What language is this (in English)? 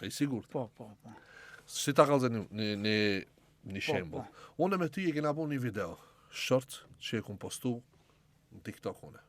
Albanian